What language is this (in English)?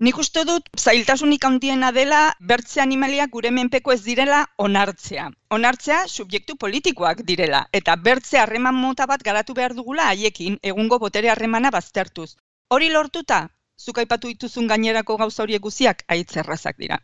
Basque